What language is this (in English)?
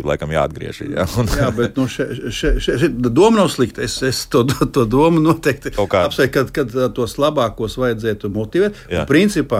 Latvian